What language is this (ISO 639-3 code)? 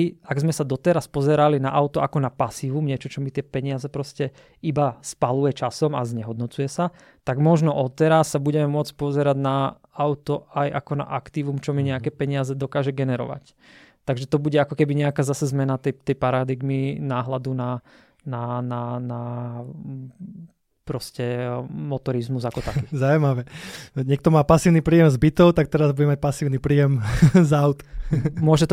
slk